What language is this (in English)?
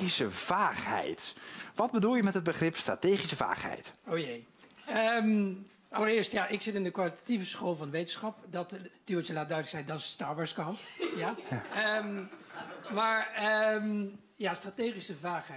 Dutch